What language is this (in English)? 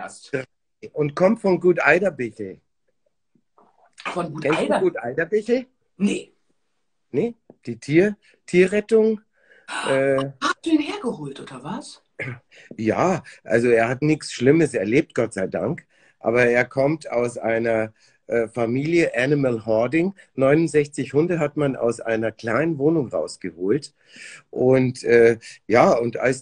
German